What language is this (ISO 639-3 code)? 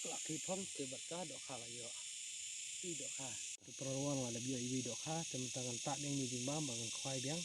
kha